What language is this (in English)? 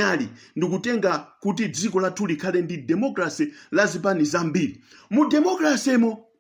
Nyanja